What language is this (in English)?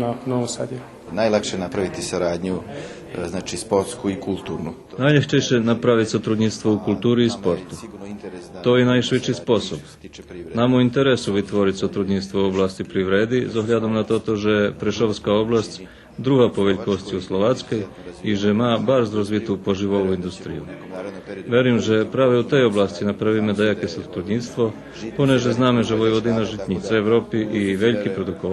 Rusyn